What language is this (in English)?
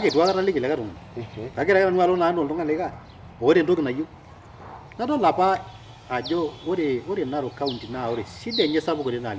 Masai